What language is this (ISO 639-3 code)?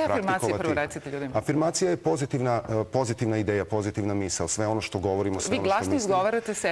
srp